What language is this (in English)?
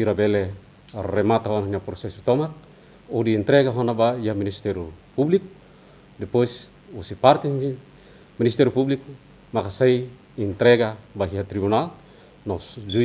Tetum